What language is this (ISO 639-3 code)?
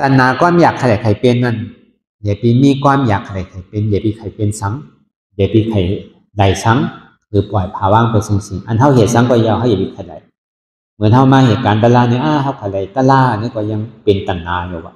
shn